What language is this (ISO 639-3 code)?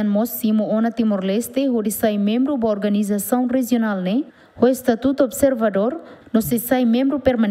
tet